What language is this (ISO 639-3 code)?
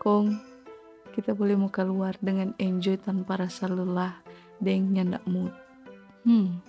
xmm